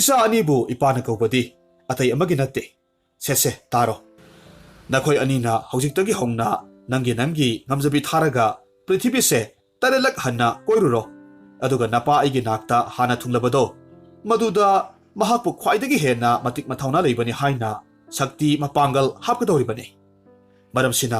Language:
Manipuri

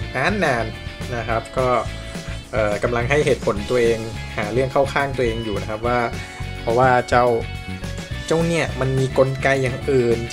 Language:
Thai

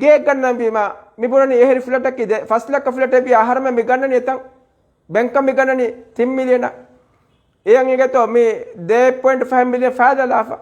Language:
Divehi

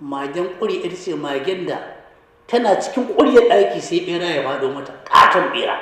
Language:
Hausa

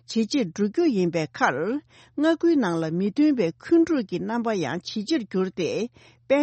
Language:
Tibetan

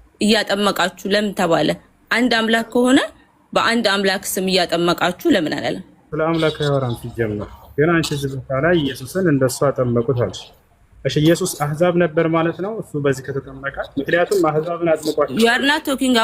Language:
Amharic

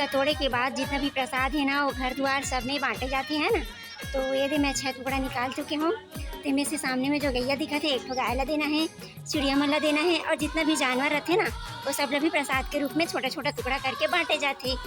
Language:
Chhattisgarhi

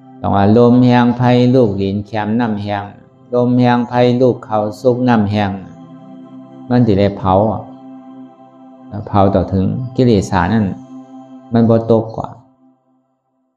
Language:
Shan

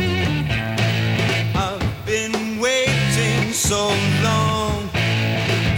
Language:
Spanish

